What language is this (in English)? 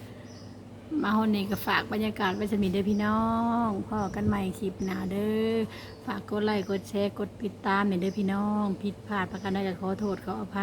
Lao